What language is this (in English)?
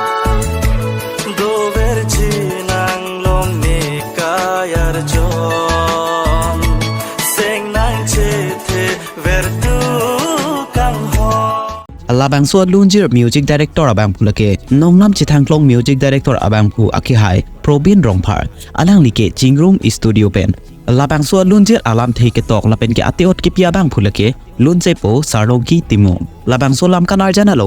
Karbi